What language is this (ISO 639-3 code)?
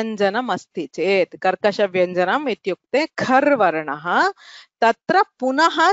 san